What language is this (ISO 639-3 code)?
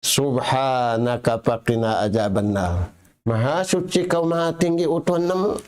tsg